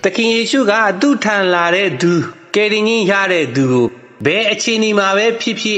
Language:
Burmese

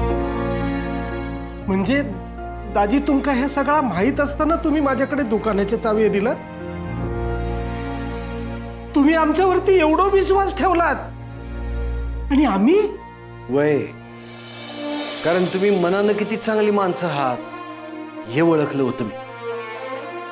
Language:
Marathi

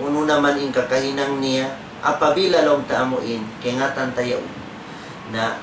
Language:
Tausug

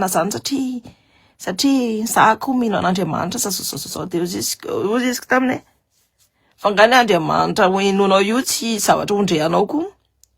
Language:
Malagasy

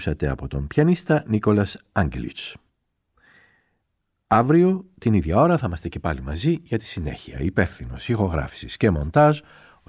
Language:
Greek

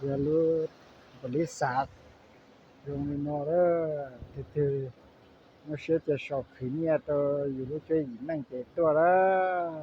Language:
Hmong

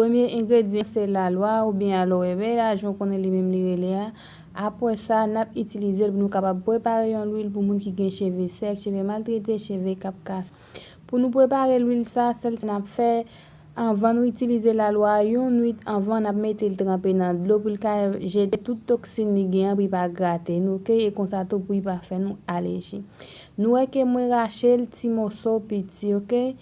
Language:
Haitian Creole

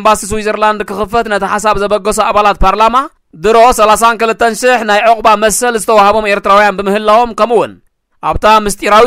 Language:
Tigrinya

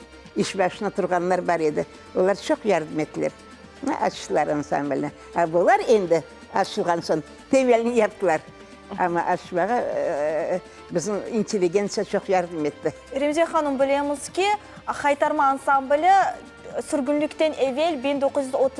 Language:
Crimean Tatar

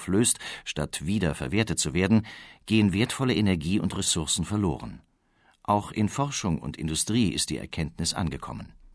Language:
German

